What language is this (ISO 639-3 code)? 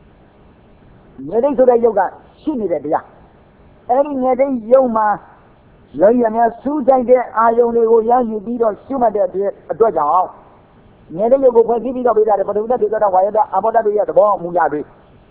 mya